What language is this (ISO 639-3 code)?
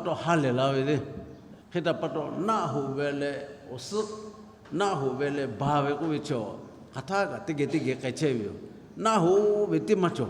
lhu